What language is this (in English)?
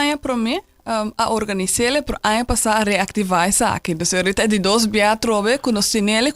Papiamento